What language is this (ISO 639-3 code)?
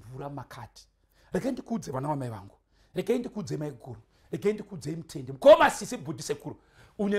sna